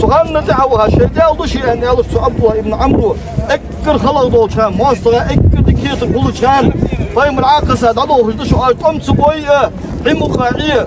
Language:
Ingush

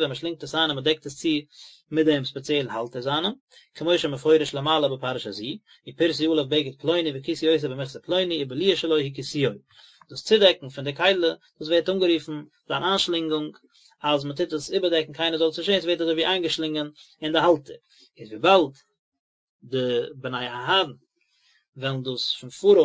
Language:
Yiddish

